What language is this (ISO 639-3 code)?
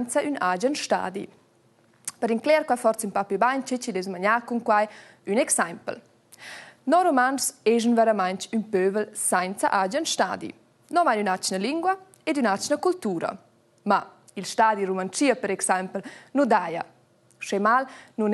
roh